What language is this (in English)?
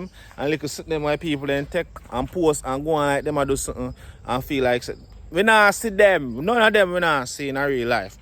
Jamaican Creole English